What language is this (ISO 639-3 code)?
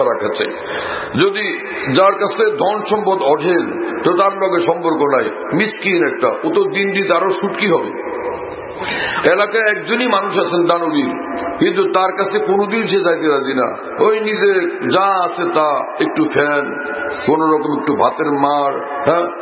ben